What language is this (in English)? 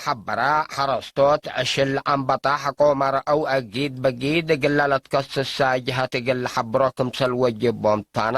Tigre